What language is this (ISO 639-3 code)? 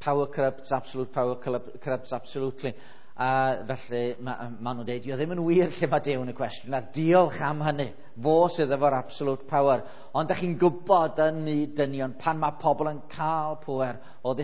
cym